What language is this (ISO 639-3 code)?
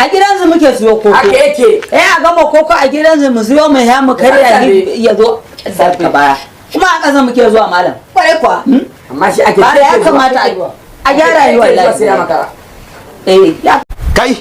hau